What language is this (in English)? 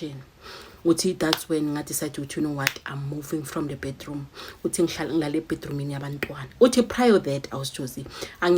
Zulu